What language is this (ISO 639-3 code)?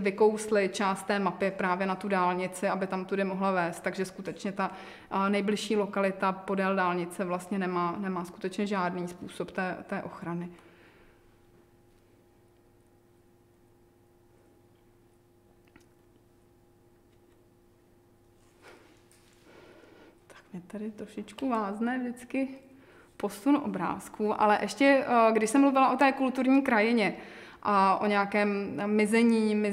ces